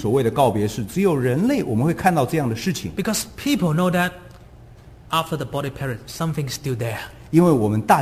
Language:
Chinese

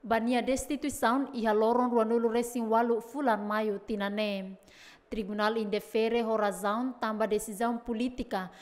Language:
Tetum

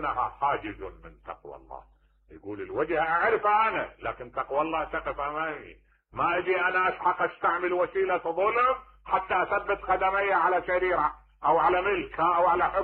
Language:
Mesopotamian Arabic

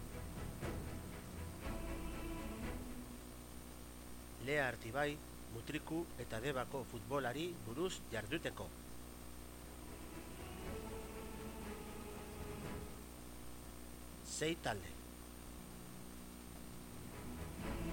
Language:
Basque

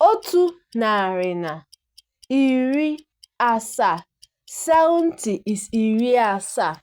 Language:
Igbo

